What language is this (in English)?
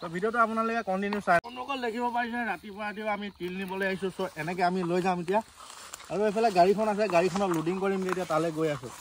Assamese